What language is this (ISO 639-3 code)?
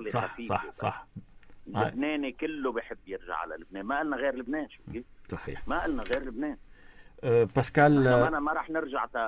apc